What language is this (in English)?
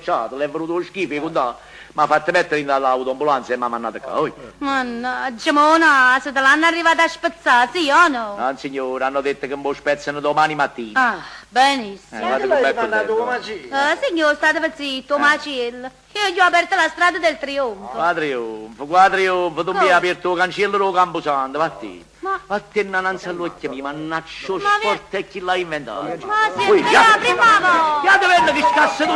Neapolitan